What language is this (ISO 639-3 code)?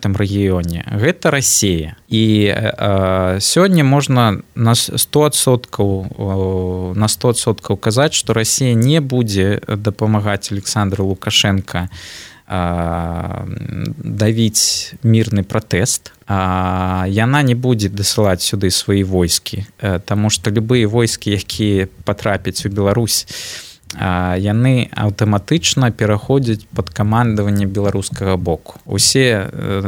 bel